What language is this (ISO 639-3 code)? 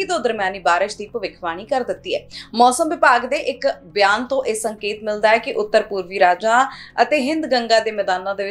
pan